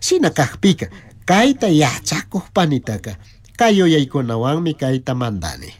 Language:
Chimborazo Highland Quichua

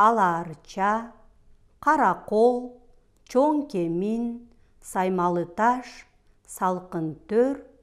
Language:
Kyrgyz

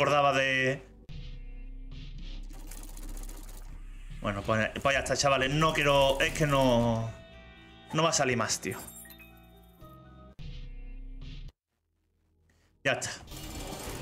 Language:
Spanish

